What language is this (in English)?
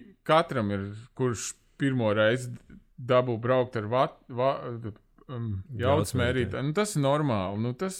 Latvian